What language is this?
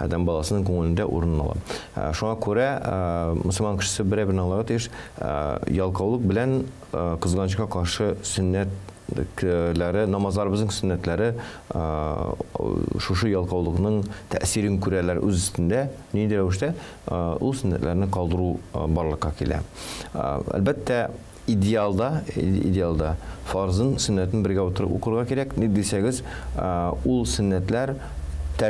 Tatar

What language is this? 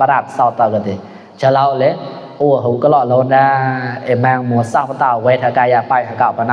Mon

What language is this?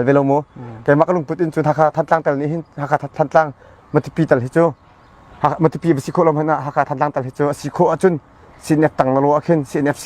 Hakha Chin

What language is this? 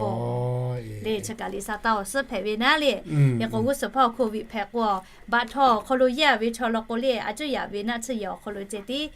Lahu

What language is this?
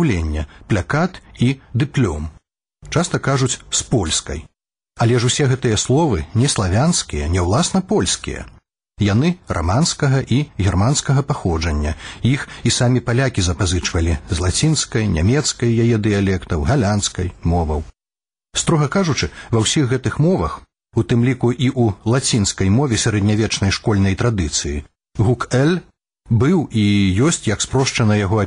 Belarusian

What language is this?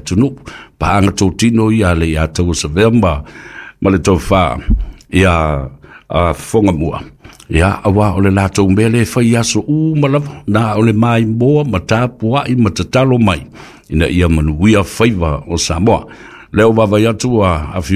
Samoan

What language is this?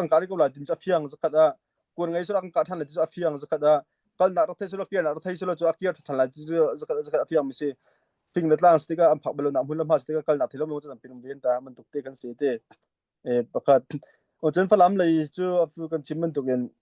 Hakha Chin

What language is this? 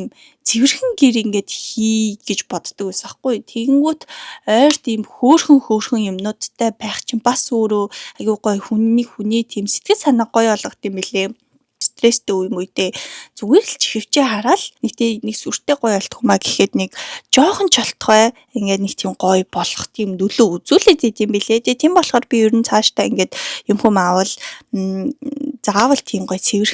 Mongolian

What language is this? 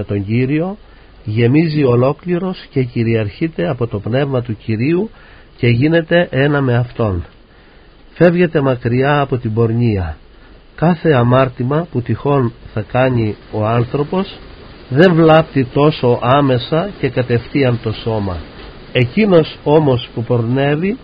Greek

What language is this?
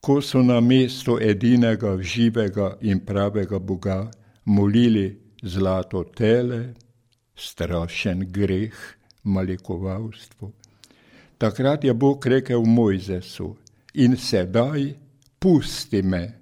Slovenian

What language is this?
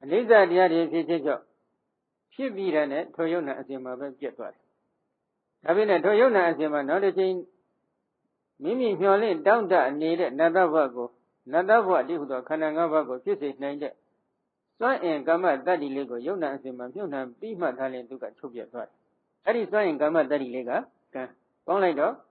Burmese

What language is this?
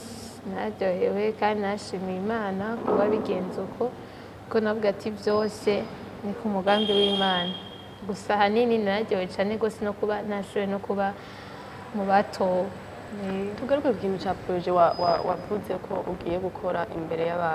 Rundi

